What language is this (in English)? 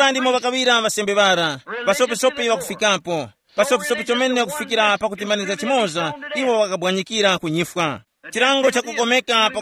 Tumbuka